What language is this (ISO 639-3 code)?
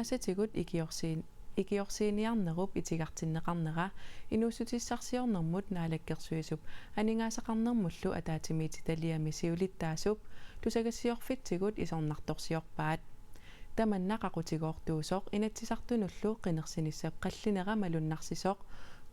kal